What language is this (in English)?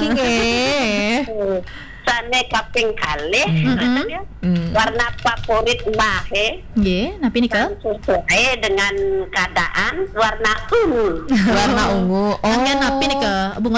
Balinese